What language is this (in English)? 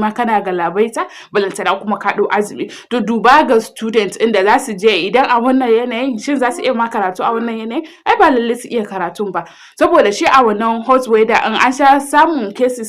Hausa